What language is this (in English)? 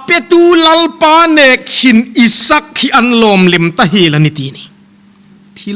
Hmar